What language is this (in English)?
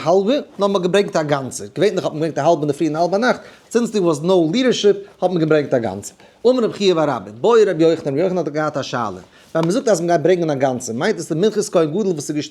Yiddish